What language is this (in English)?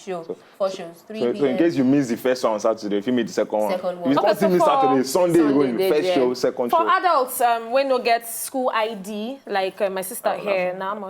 Nigerian Pidgin